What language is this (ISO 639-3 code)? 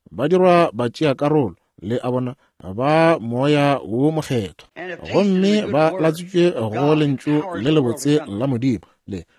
nso